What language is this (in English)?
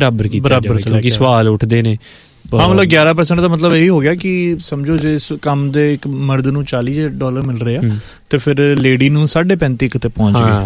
Punjabi